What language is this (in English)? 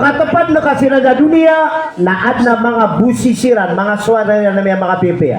Maranao